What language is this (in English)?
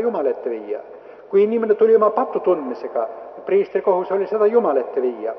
Estonian